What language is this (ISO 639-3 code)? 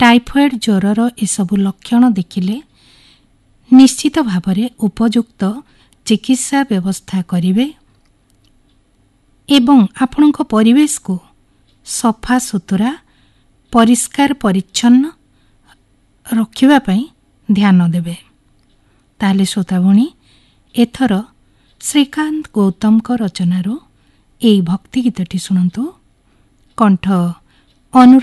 ori